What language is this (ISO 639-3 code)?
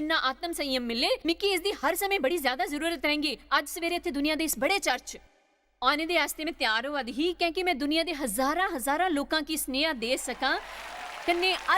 doi